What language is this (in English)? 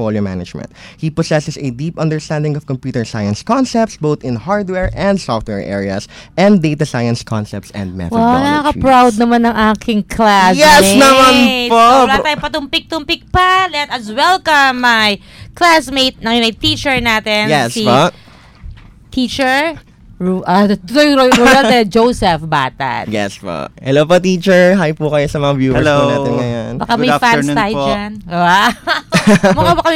Filipino